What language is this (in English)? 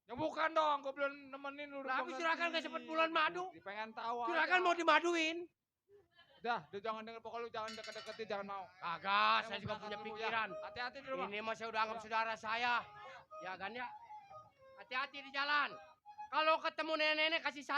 Betawi